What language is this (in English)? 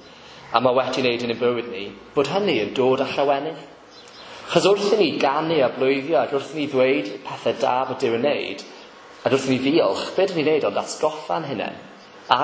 Welsh